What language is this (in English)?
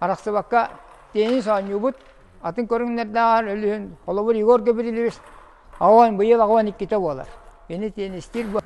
Yakut